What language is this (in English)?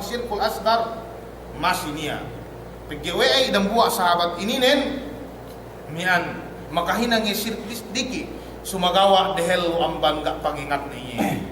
Yakan